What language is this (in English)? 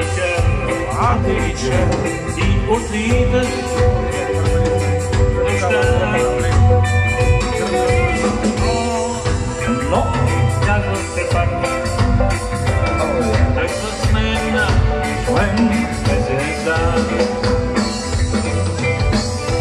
Bulgarian